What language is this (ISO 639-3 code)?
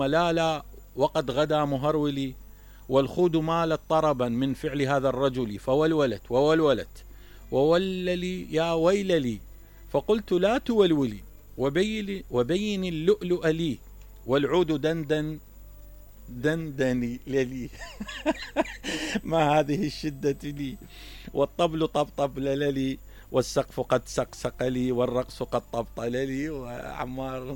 acm